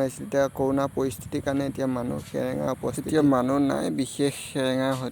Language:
Assamese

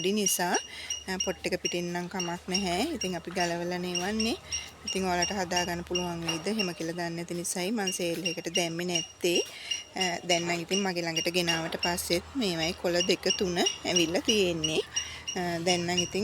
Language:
Sinhala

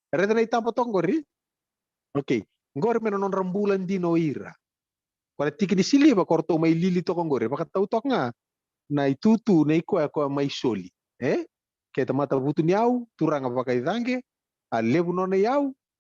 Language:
Fijian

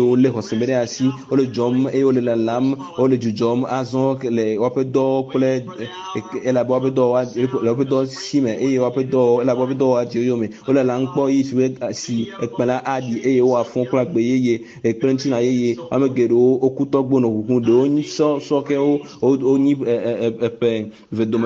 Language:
Ewe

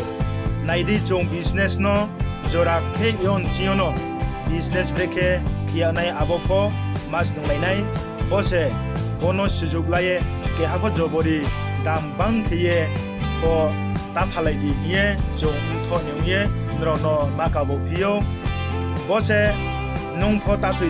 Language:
Riang (India)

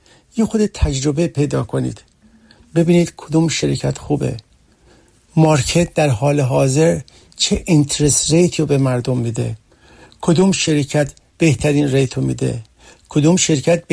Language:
Persian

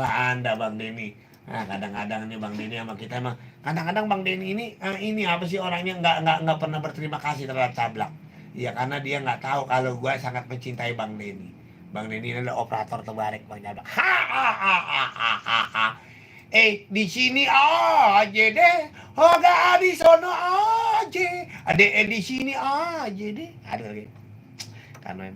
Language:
Betawi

